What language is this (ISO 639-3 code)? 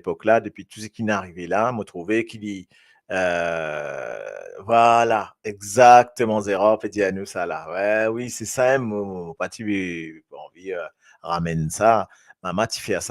mfe